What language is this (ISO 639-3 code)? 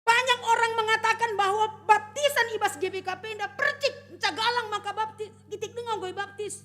btx